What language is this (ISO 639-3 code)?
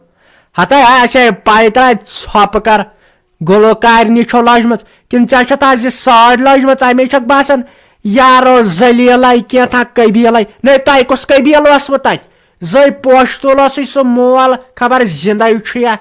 kas